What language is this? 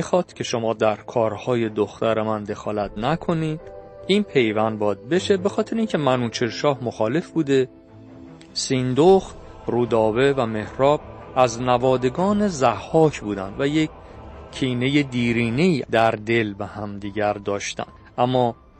Persian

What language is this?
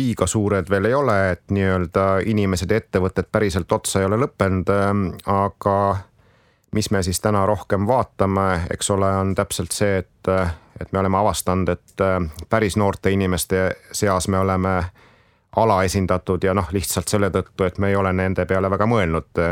Estonian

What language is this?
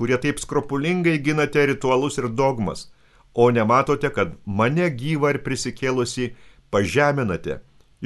Lithuanian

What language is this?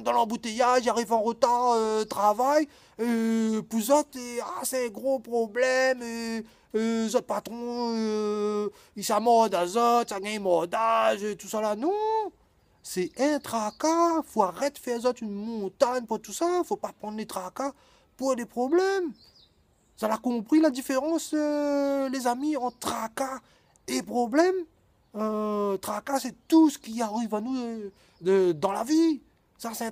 Réunion Creole French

